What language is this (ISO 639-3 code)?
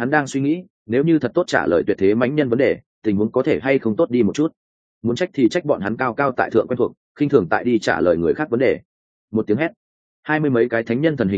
vie